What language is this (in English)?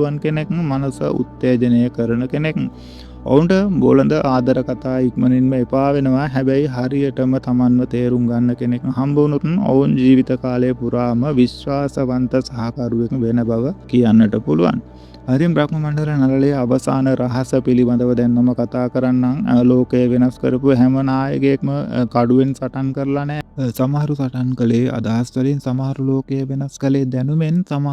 Sinhala